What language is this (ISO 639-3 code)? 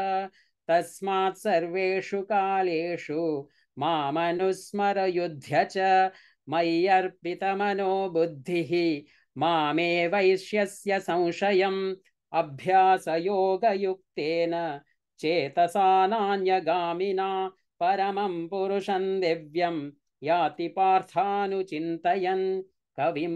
san